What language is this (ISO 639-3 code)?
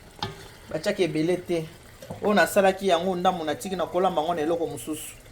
lin